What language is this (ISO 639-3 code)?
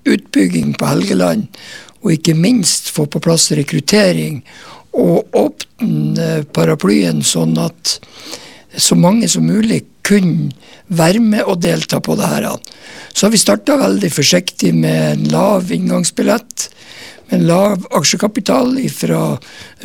nor